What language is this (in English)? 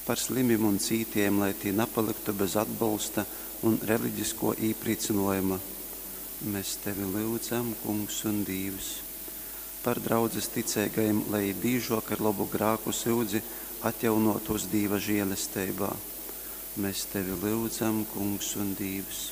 Latgalian